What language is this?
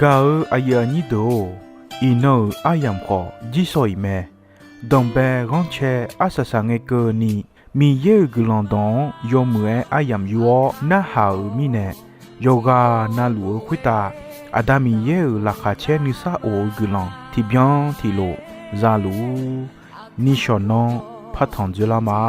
Akha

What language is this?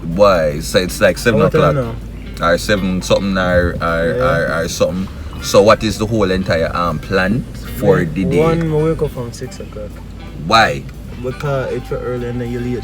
Jamaican Creole English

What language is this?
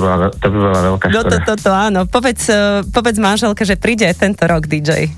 Slovak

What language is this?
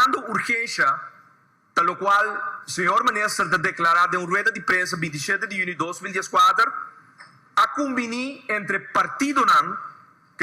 Papiamento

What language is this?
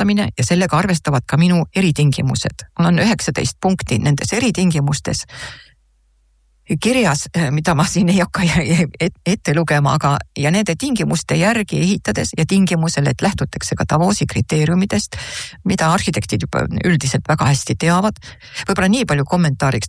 Estonian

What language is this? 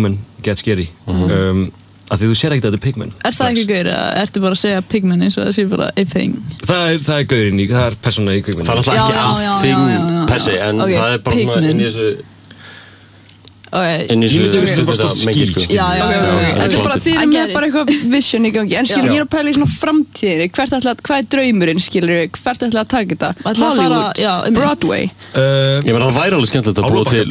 Icelandic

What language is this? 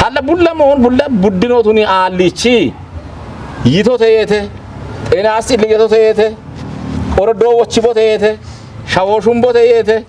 Kafa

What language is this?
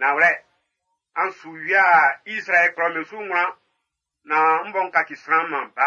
Baoulé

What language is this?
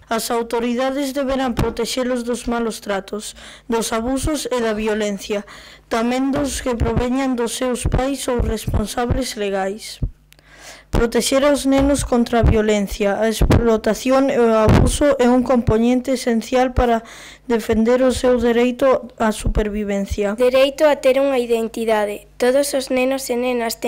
Galician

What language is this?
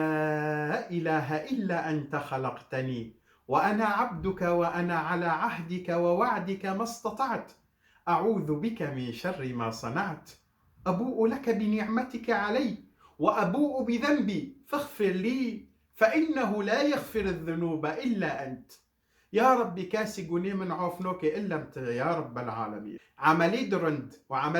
Kurdish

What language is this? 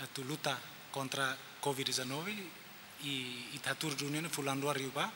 Tetum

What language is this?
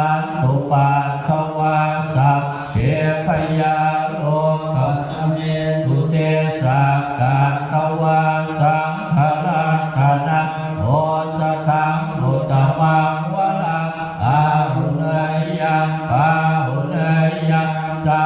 Pali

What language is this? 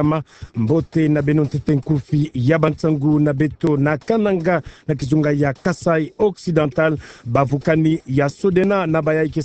Kituba (Democratic Republic of Congo)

